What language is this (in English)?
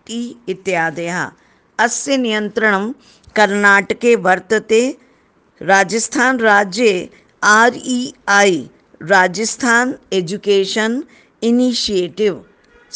Sanskrit